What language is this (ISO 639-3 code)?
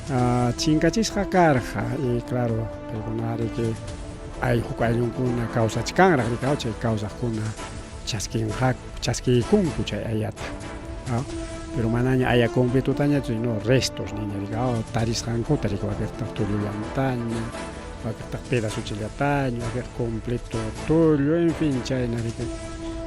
quy